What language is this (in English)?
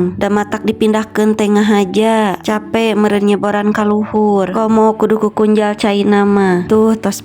Sundanese